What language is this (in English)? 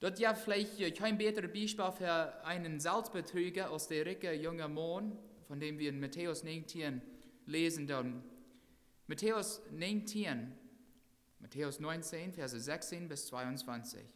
Plautdietsch